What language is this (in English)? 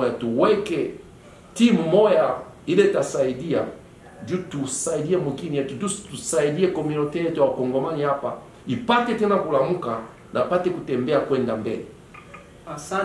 Swahili